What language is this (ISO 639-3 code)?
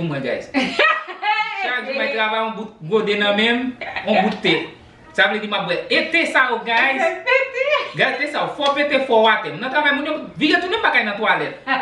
hat